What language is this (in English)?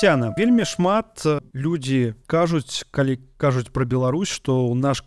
Belarusian